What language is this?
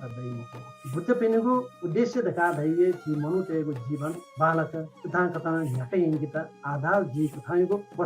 Newari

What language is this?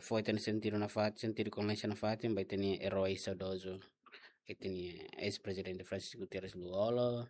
Tetum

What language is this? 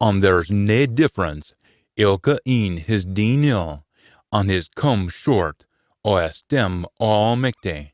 Scots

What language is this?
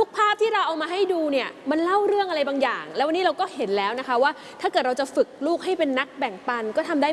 Thai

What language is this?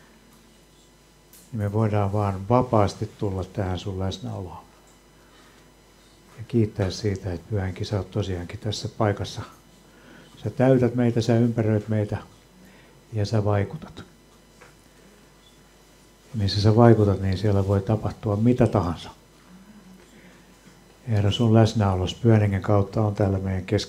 Finnish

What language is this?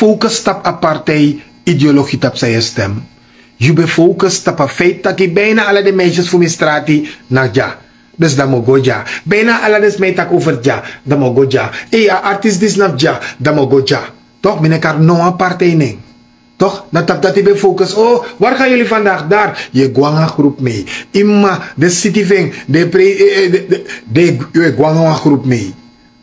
Sranan Tongo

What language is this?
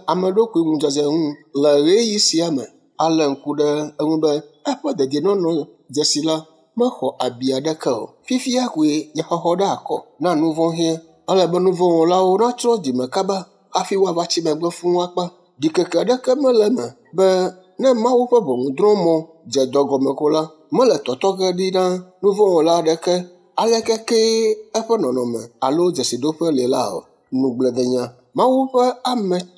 Ewe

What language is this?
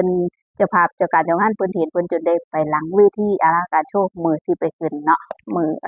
Northeastern Thai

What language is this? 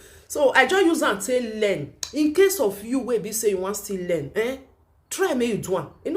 Nigerian Pidgin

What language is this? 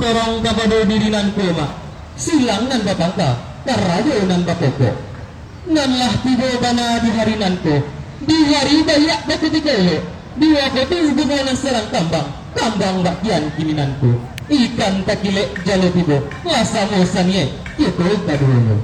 Minangkabau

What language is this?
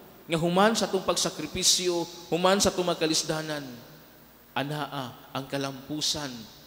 Cebuano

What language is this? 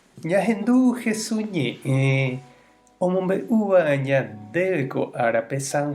Guarani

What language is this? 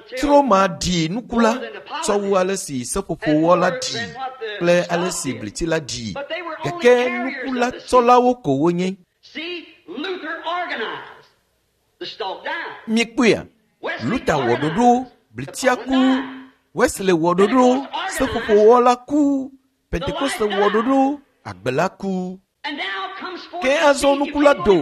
Ewe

